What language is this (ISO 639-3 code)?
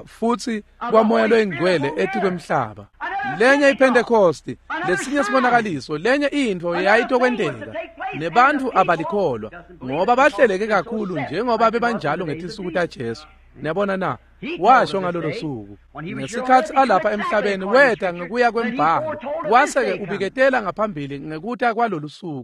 ssw